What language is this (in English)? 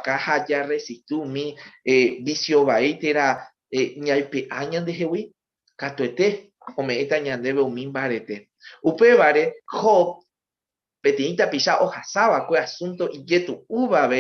Guarani